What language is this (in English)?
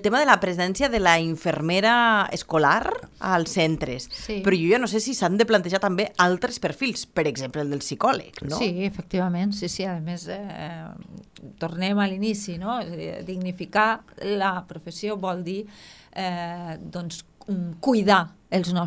Catalan